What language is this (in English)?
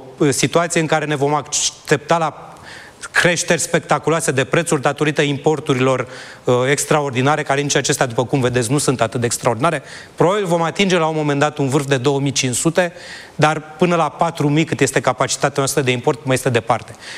Romanian